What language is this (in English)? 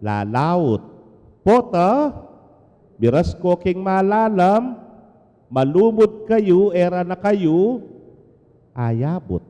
Pampanga